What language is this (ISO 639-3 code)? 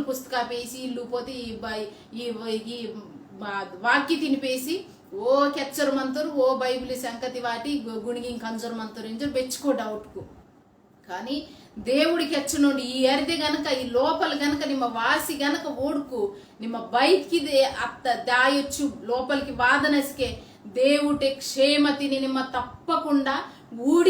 kff